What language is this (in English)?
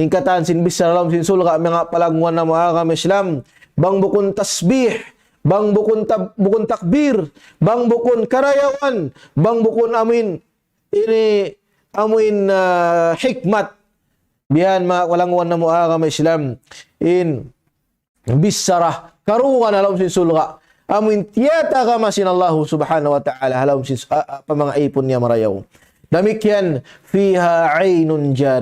Tausug